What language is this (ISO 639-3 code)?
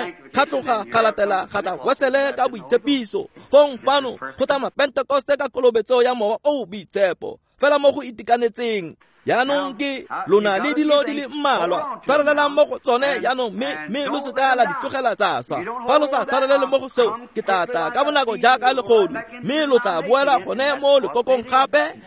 tsn